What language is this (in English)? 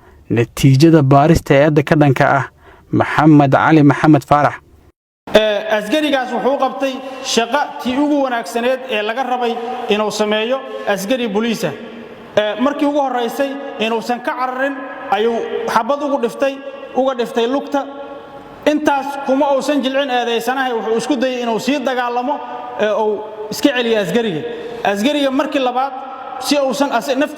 Somali